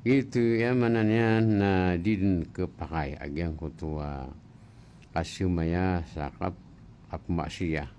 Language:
Maranao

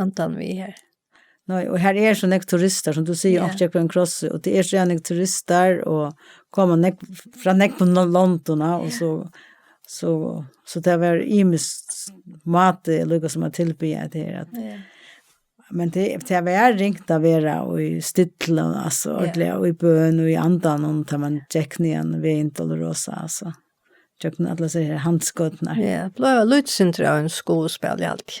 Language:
Faroese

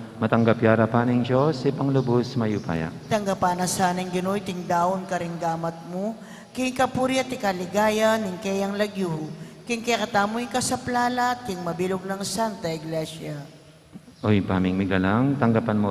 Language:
Pampanga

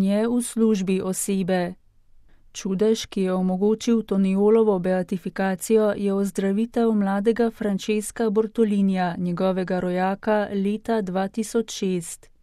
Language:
Slovenian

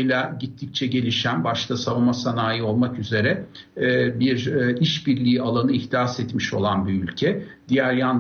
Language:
Turkish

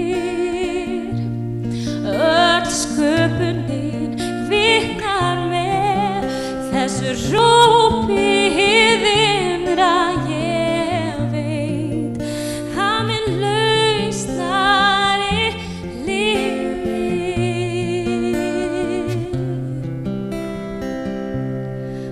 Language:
Icelandic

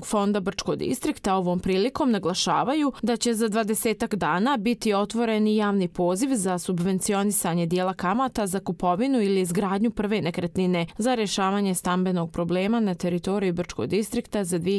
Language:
Serbian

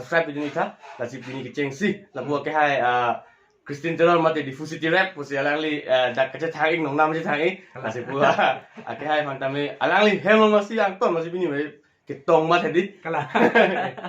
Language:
Karbi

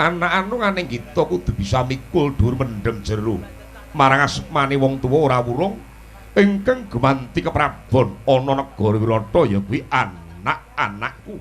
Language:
Javanese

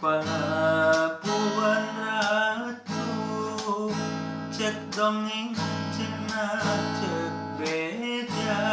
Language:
Sundanese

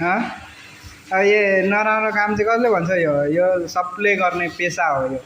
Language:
Nepali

